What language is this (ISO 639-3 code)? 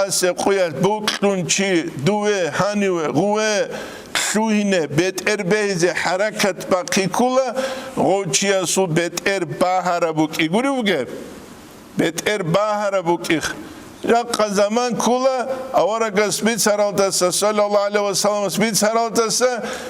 ava